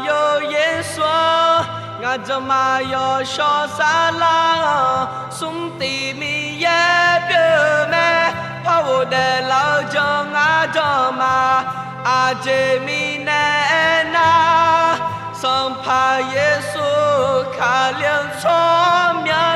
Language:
Akha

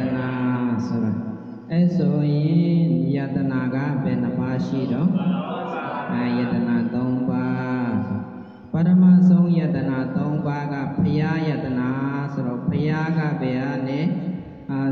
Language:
Burmese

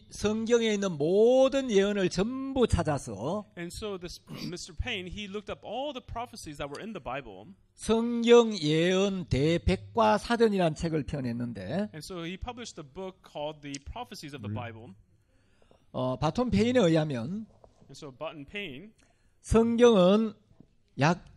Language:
Korean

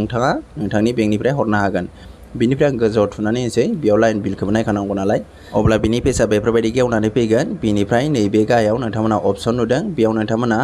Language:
Bodo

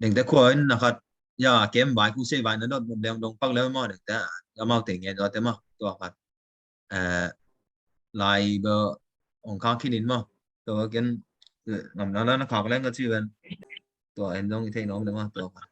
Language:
Tedim Chin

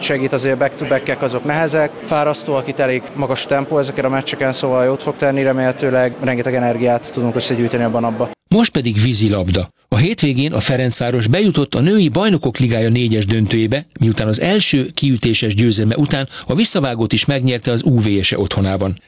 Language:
Hungarian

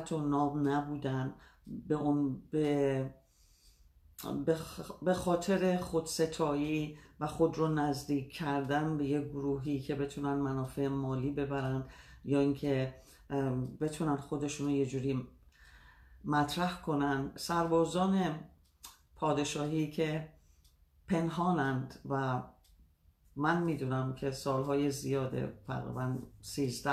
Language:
Persian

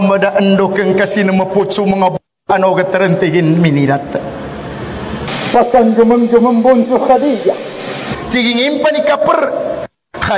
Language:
Maguindanaon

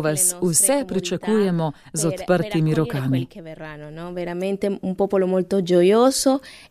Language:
Slovenian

